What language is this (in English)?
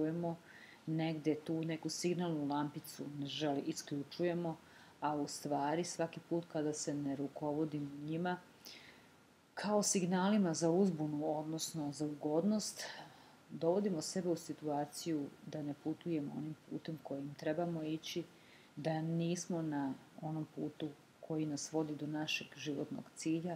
Serbian